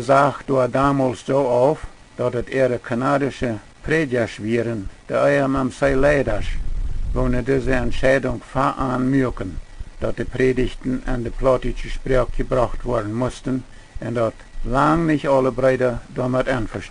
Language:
Plautdietsch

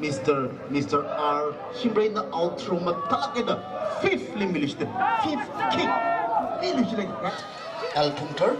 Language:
Tangkhul Naga (India)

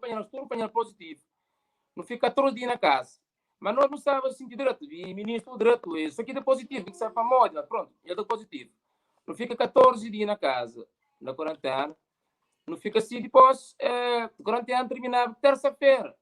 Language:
Kabuverdianu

